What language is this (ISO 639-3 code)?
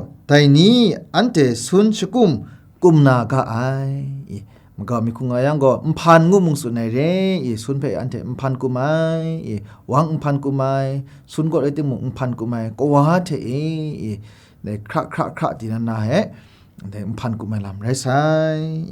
kac